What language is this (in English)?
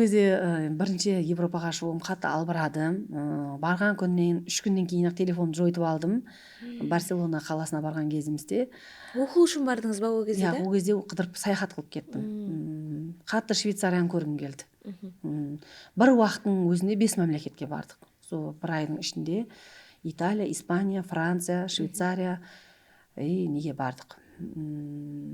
Kara-Kalpak